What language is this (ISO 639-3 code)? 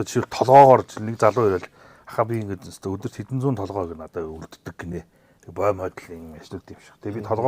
mon